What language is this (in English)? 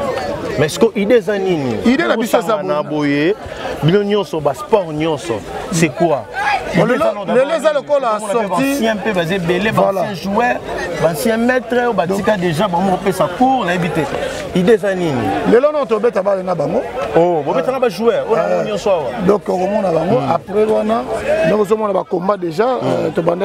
Lingala